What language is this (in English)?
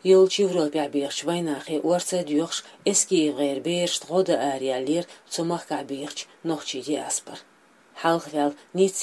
Chechen